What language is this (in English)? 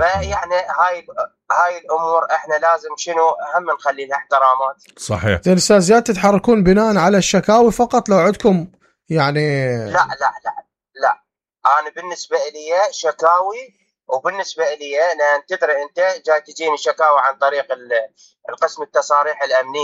Mesopotamian Arabic